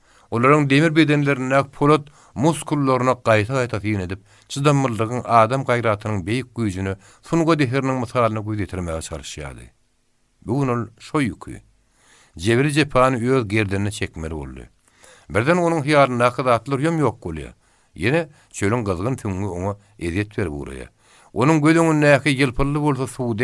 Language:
Turkmen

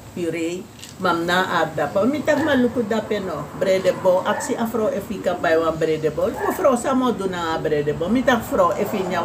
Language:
Sranan Tongo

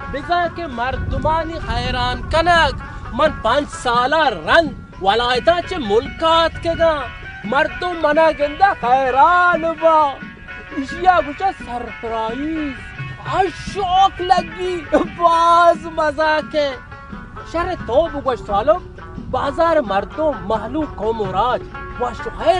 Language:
Baluchi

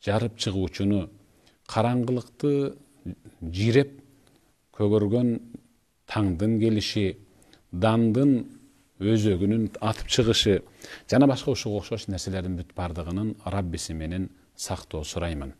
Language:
Kyrgyz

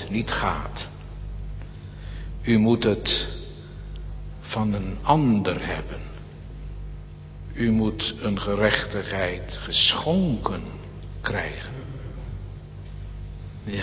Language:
Dutch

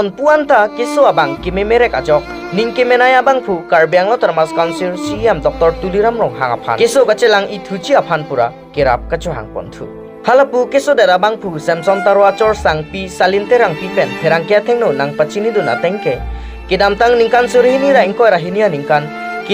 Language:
Karbi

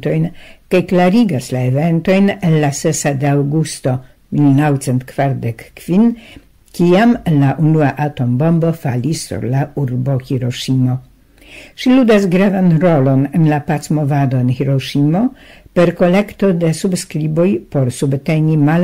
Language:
Esperanto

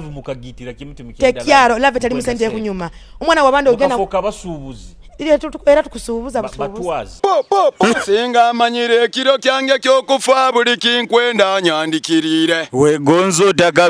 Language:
Nyoro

